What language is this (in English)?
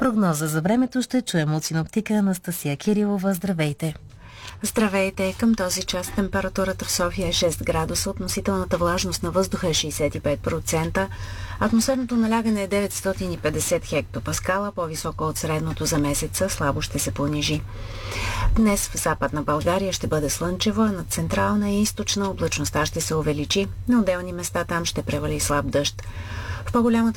Bulgarian